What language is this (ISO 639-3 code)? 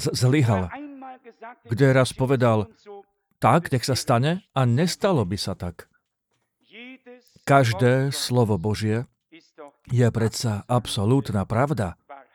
slk